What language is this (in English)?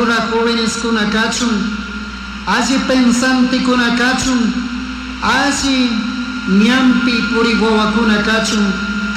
Chimborazo Highland Quichua